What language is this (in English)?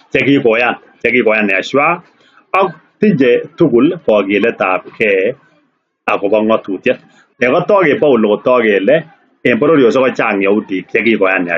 Kalenjin